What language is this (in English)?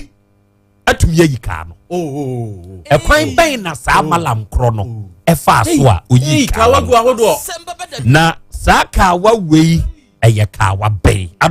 Akan